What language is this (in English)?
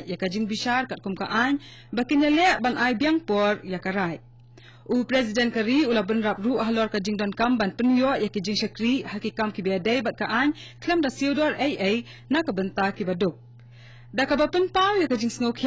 Khasi